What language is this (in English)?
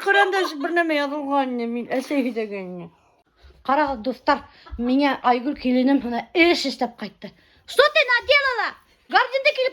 Bashkir